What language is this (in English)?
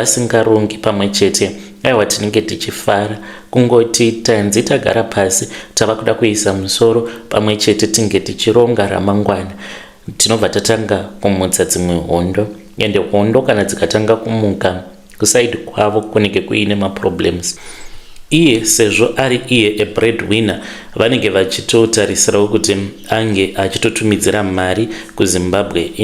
Shona